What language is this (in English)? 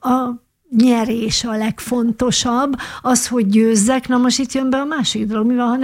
Hungarian